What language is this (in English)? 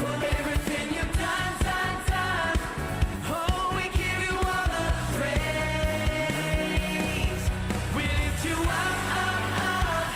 Tangkhul Naga (India)